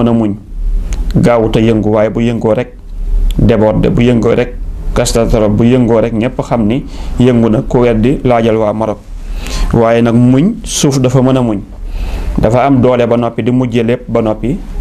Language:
Wolof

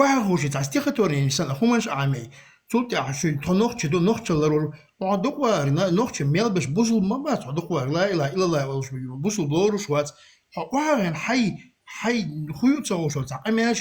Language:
Chechen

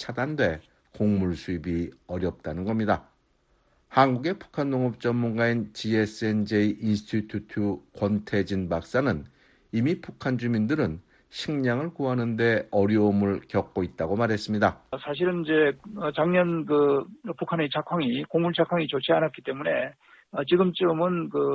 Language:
Korean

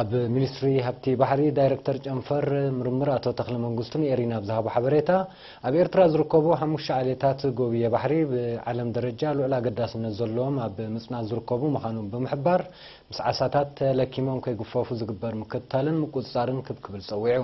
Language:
Tigrinya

